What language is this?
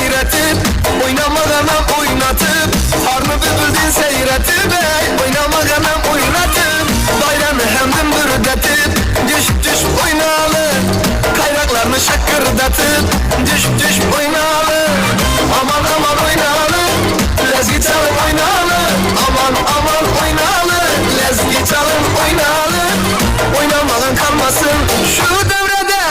Kara-Kalpak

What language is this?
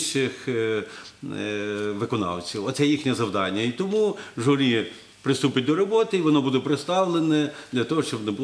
Ukrainian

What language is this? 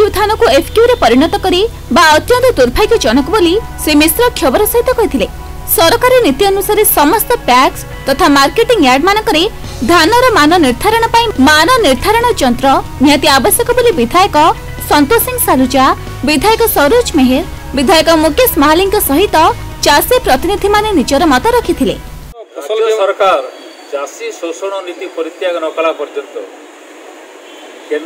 Odia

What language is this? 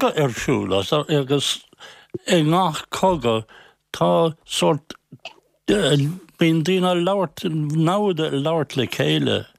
Irish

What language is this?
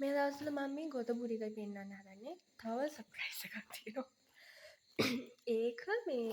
Sinhala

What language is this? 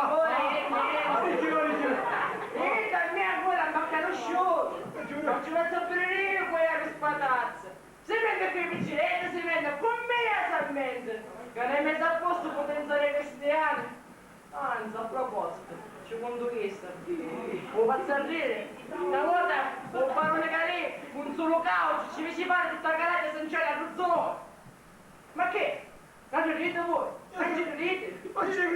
Sicilian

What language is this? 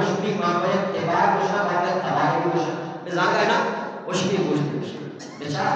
Eastern Balochi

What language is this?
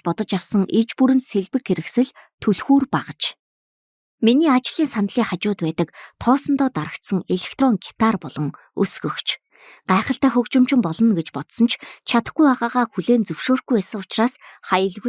Mongolian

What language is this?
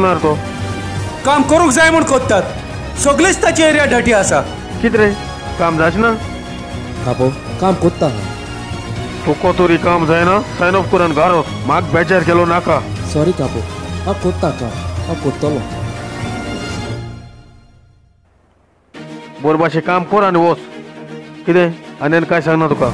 Konkani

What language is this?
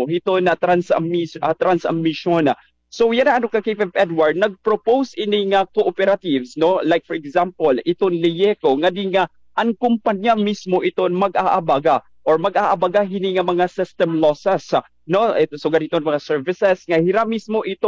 Waray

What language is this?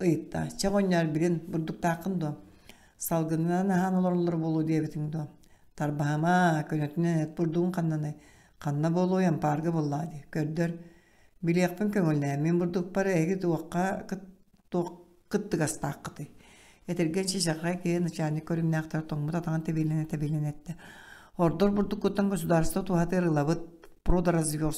Yakut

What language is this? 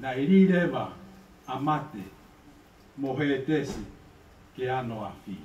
Tongan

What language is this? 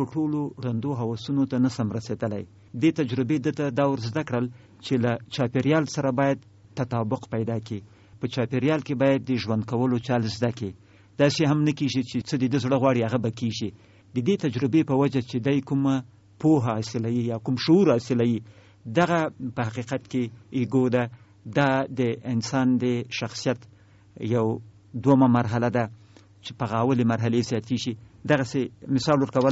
Pashto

